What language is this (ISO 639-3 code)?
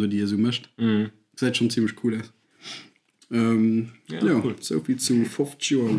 ltz